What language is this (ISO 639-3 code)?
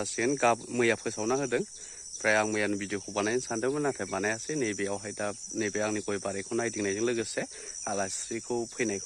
brx